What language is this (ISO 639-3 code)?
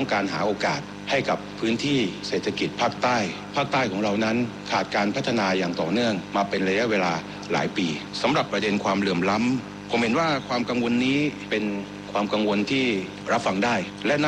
tha